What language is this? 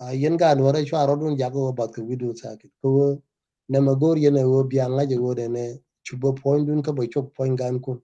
Nuer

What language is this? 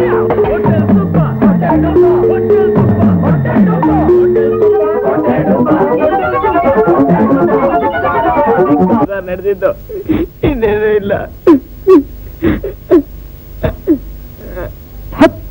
Kannada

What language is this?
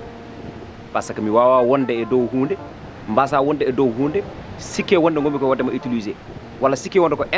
Fula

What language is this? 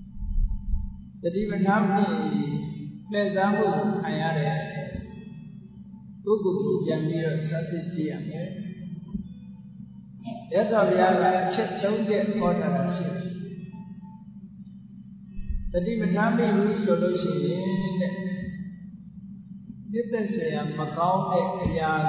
Burmese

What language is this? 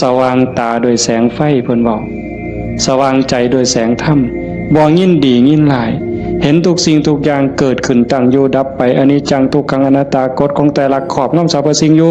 Northeastern Thai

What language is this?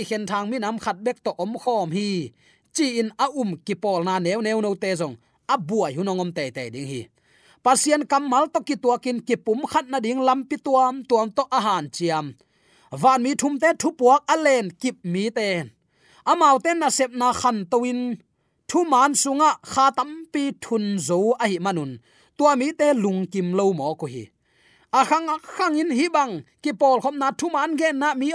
Tedim Chin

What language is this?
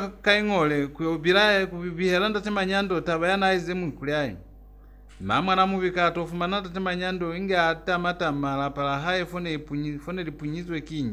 Lozi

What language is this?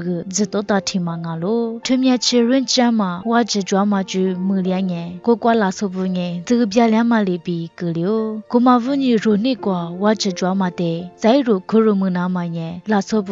Lisu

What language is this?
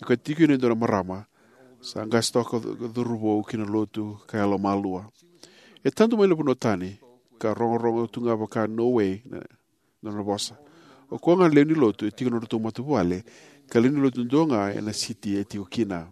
Fijian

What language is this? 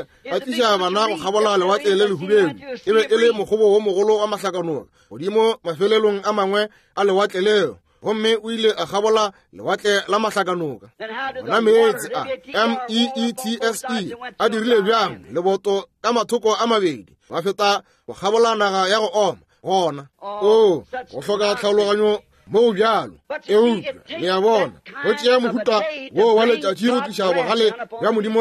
Northern Sotho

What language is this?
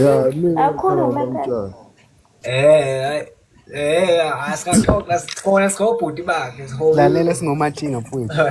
Zulu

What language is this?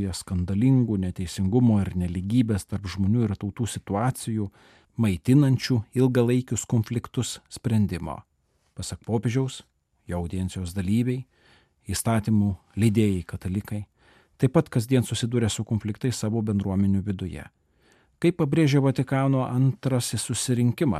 Lithuanian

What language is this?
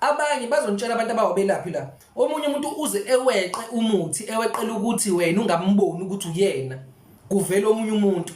Zulu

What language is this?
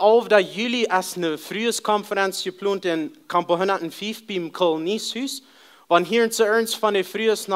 Plautdietsch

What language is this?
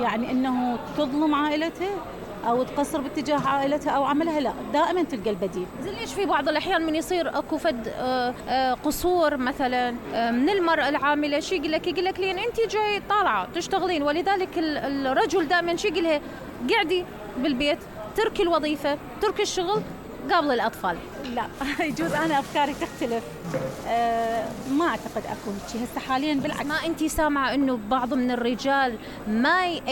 Mesopotamian Arabic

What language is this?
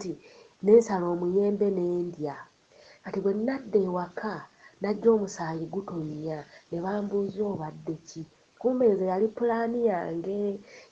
Ganda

